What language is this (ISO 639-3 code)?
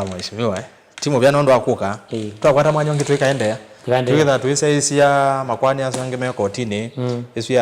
kam